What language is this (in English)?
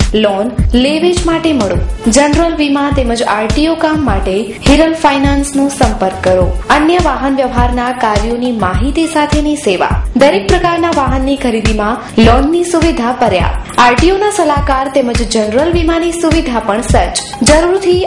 Gujarati